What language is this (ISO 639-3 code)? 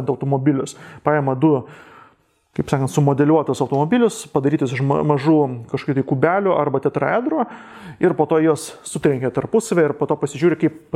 lit